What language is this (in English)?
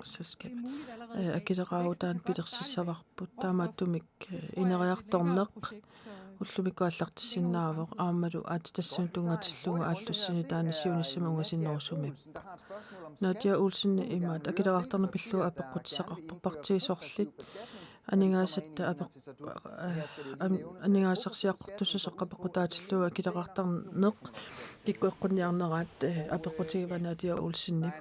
Kalaallisut